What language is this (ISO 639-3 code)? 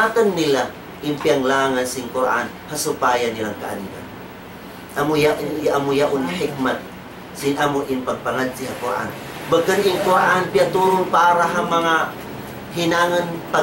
tsg